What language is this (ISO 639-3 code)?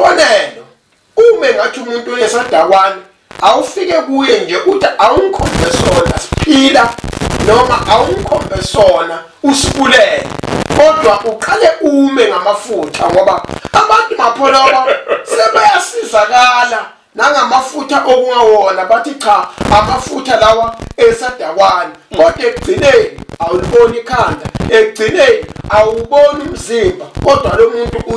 zul